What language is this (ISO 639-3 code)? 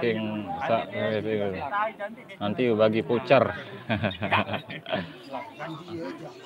sas